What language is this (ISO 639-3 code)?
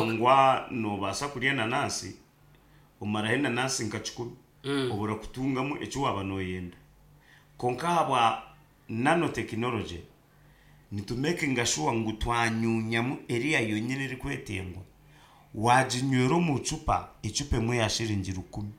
nyn